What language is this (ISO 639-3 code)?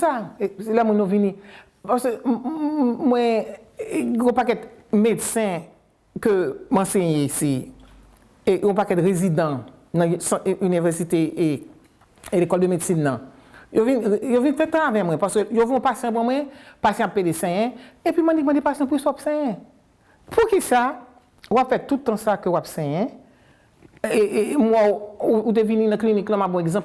hat